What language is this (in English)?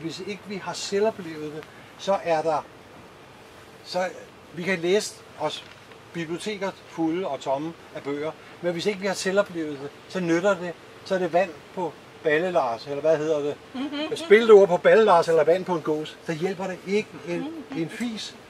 Danish